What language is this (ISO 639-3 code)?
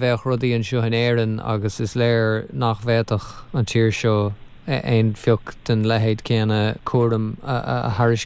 gle